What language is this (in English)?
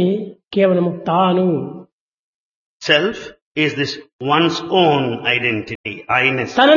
Telugu